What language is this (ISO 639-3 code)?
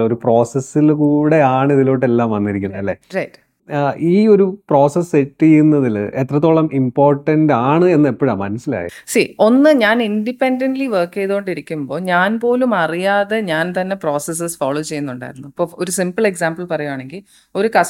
mal